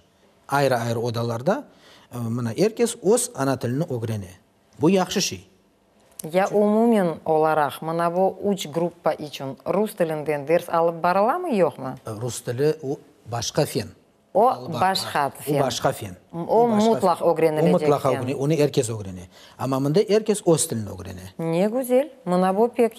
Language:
Crimean Tatar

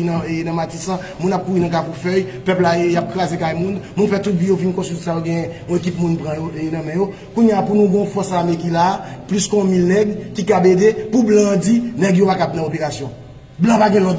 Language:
Haitian Creole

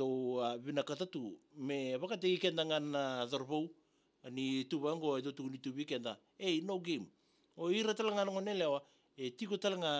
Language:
Fijian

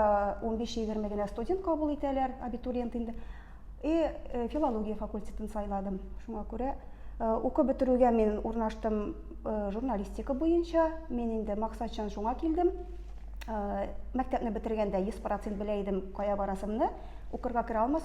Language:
Tatar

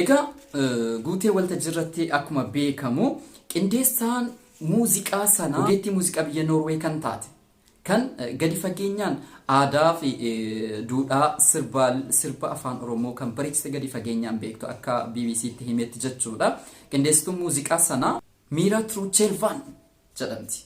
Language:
Oromo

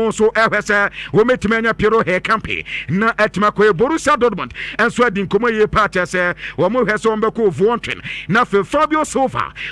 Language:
Akan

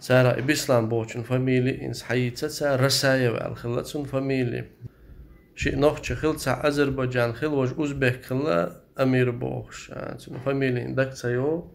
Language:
Chechen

